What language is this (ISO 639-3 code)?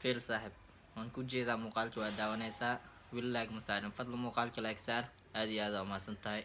som